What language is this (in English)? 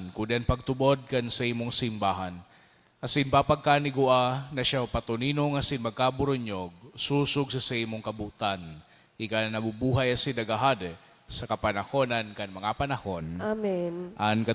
Bikol